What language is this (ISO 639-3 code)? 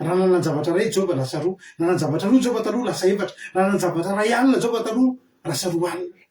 mlg